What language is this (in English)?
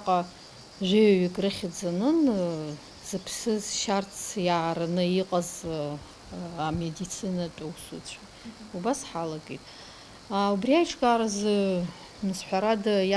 Abkhazian